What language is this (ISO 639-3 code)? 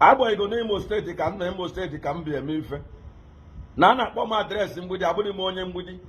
ibo